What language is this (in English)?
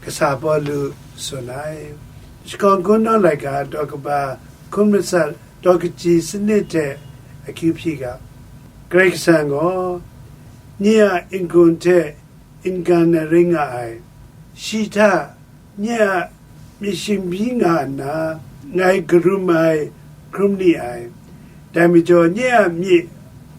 Kachin